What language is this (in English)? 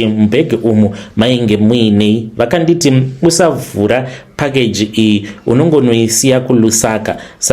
Shona